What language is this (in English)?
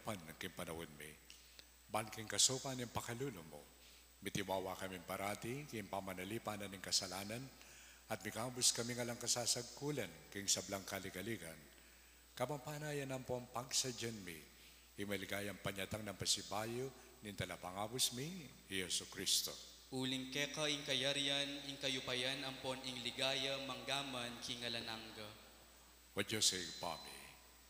Pampanga